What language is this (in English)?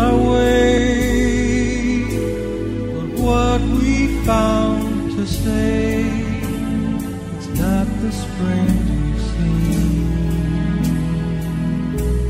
English